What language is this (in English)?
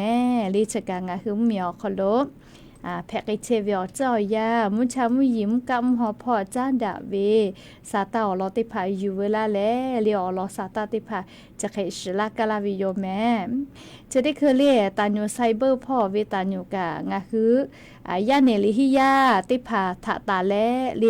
Lahu